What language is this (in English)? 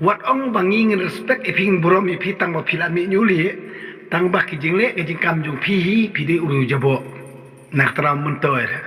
Khasi